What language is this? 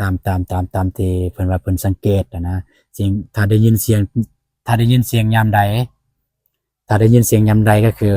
Lao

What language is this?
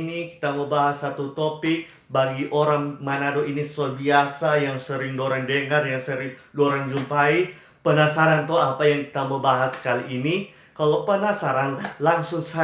Manado Malay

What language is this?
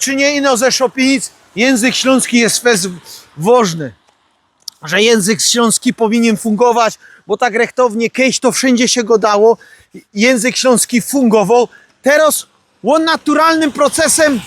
Silesian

